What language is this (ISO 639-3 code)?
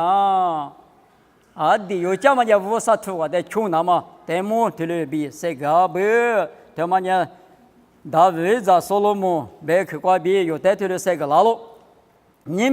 lis